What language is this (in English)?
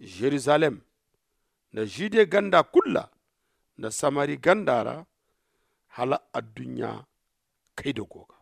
Zarma